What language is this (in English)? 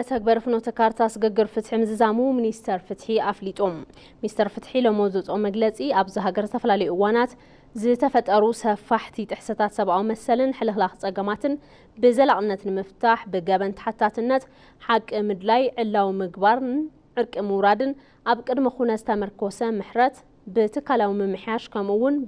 Tigrinya